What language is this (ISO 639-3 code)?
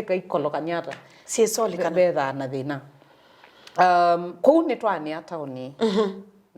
kam